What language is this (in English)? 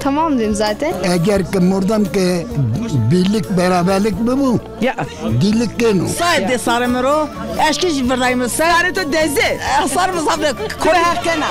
Zaza